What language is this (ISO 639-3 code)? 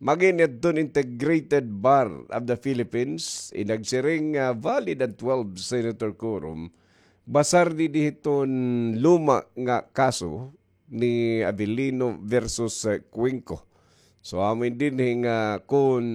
war